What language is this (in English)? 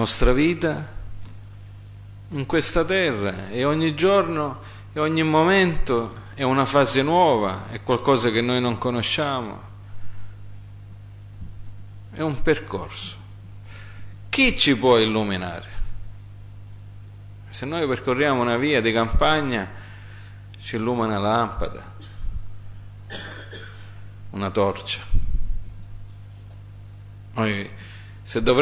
Italian